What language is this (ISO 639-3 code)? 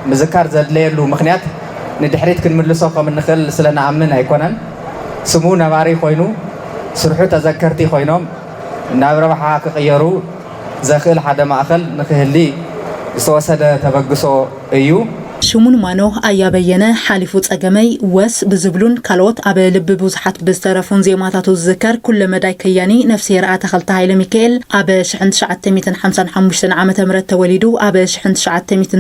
tir